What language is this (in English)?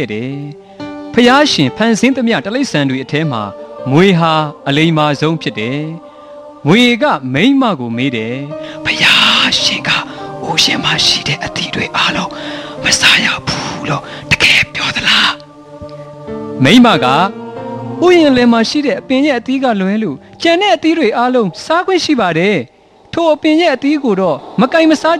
Burmese